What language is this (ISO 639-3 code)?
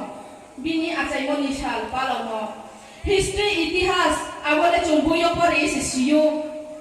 trp